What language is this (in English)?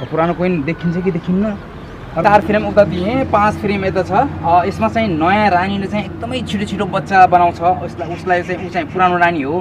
Nepali